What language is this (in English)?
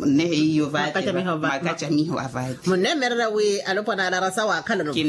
Makhuwa